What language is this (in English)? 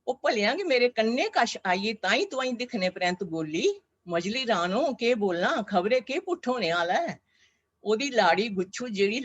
Dogri